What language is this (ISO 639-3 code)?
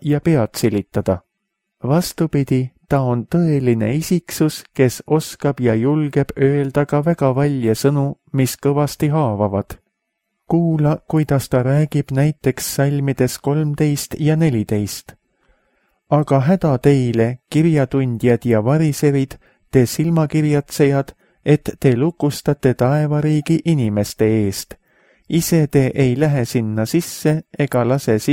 est